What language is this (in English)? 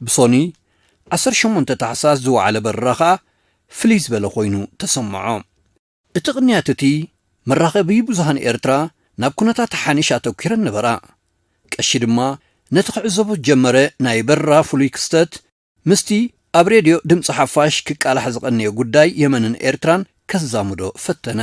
Tigrinya